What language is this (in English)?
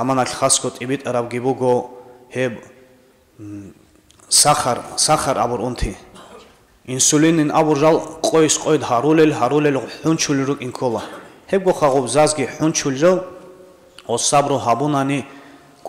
Avaric